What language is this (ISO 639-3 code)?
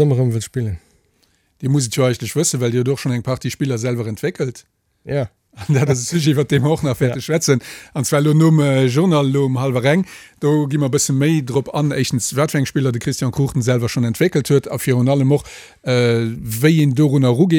ltz